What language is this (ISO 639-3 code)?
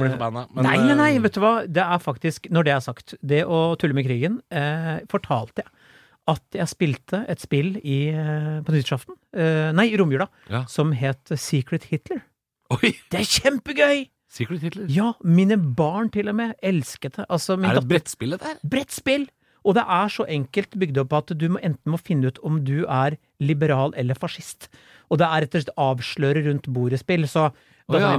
nor